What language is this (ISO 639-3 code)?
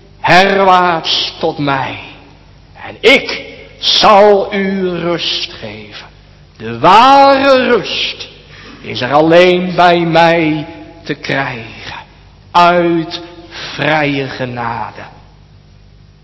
nld